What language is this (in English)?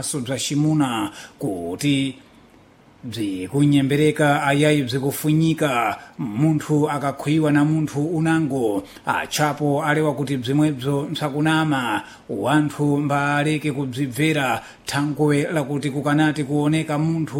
Sena